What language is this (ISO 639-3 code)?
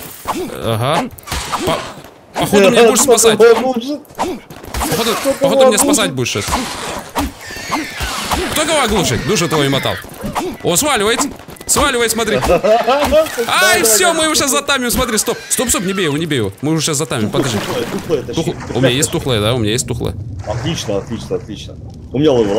rus